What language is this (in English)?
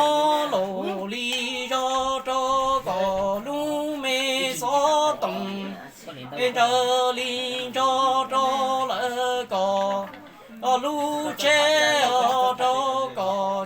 Hmong